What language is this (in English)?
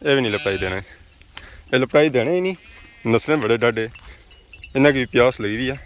Pahari-Potwari